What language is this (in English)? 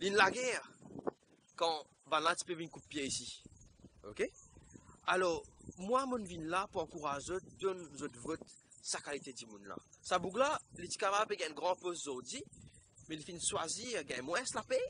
Morisyen